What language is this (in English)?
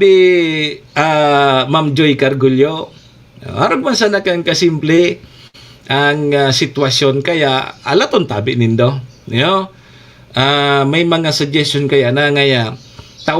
Bikol